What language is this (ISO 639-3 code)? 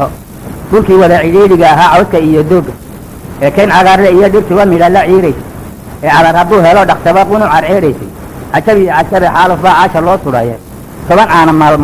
som